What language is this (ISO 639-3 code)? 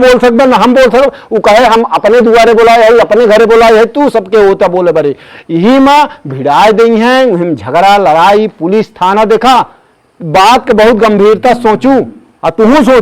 awa